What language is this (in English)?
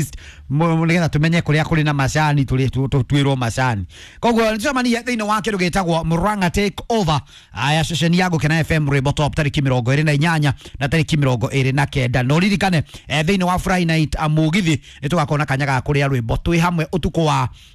Kikuyu